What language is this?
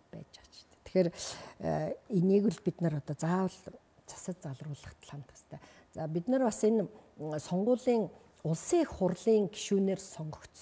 Mongolian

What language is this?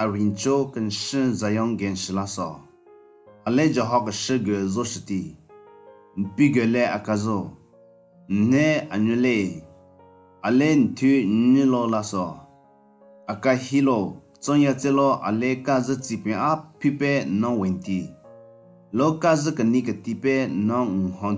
Southern Rengma Naga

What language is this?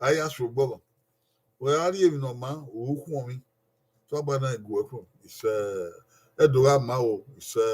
Bini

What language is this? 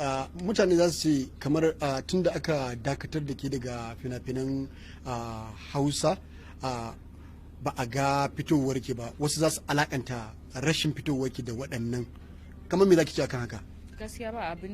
Hausa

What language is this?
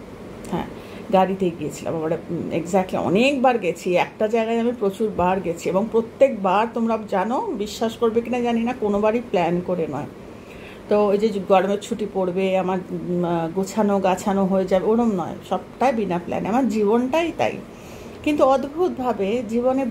Bangla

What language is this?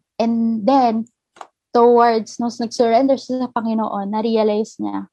Filipino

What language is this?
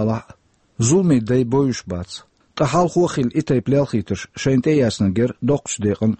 Chechen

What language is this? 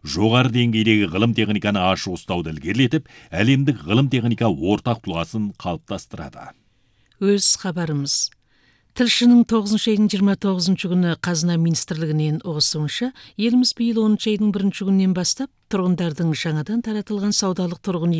Kazakh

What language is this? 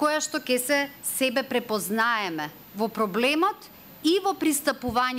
Macedonian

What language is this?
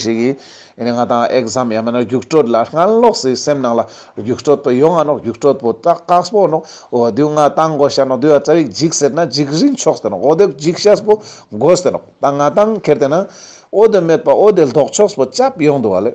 Ladakhi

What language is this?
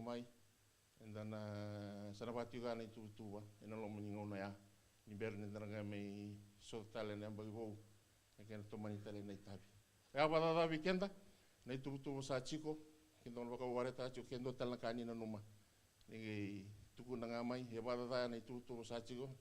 Fijian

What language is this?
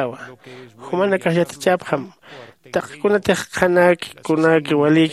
Aymara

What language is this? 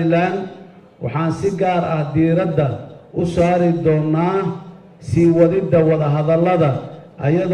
Somali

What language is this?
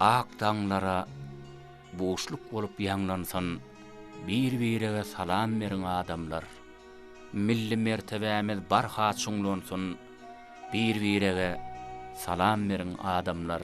Turkmen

